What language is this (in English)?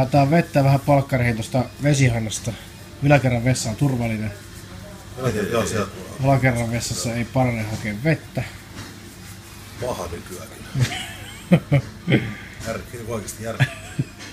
Finnish